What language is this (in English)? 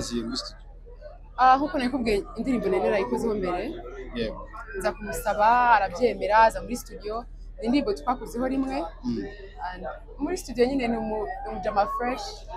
Kinyarwanda